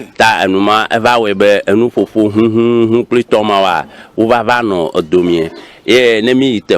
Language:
Ewe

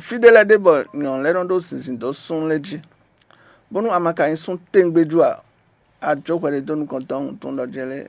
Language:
Fon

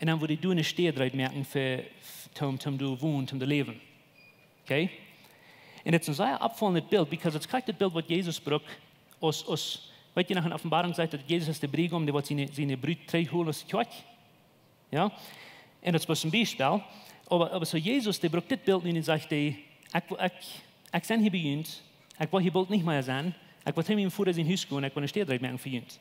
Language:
Plautdietsch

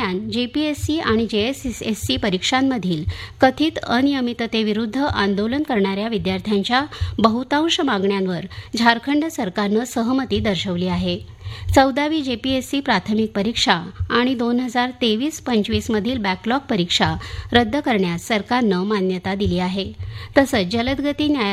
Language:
Marathi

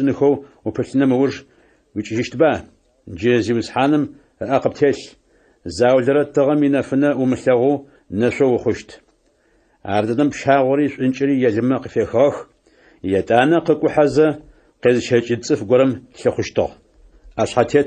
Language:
Adyghe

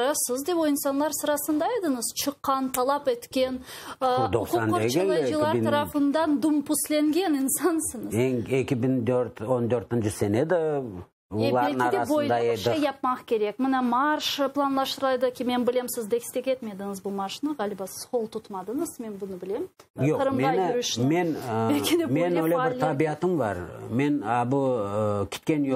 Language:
Crimean Tatar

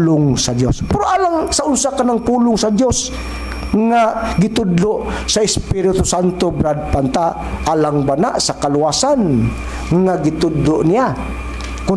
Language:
Cebuano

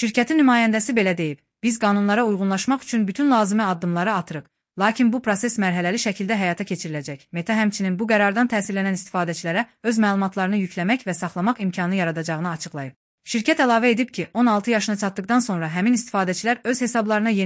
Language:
Azerbaijani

